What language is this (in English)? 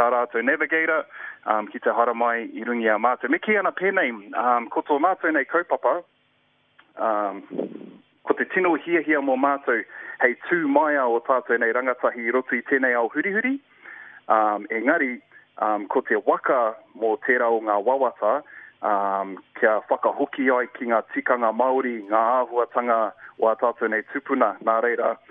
Māori